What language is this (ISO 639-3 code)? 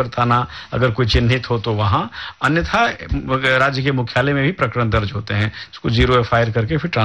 hin